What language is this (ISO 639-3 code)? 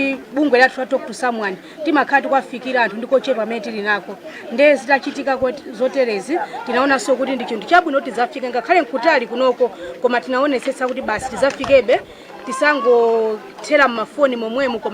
nya